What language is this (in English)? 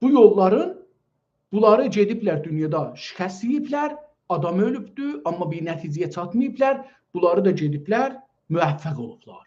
South Azerbaijani